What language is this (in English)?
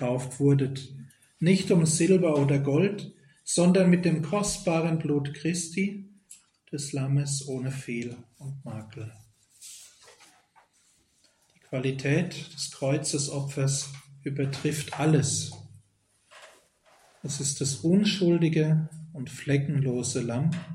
German